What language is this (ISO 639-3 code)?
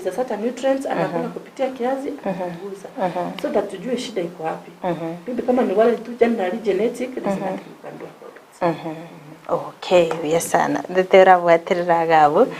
guz